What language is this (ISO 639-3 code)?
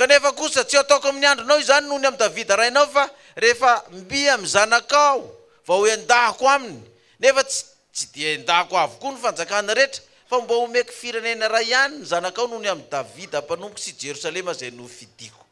mlg